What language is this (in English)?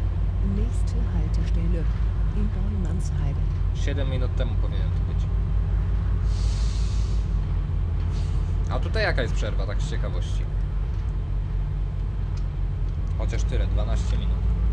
Polish